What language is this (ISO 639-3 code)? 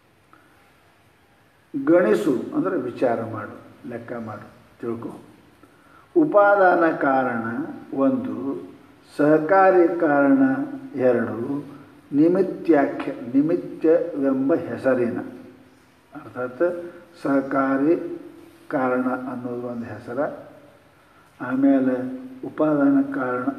kan